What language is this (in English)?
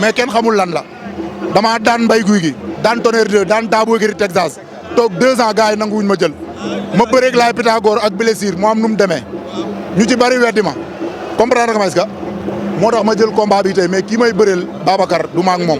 Wolof